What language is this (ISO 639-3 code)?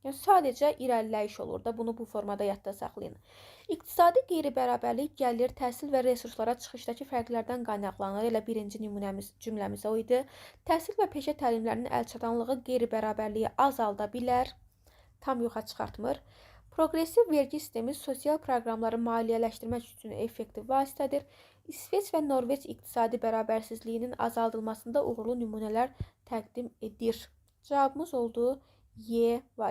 aze